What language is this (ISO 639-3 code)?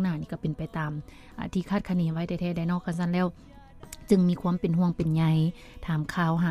lao